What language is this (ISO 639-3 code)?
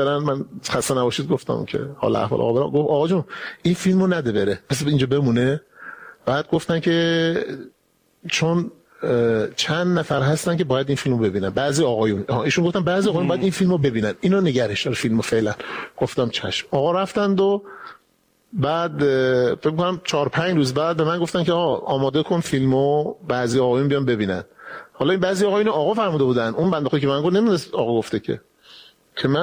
fas